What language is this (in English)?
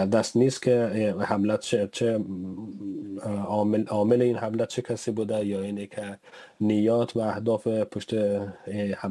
Persian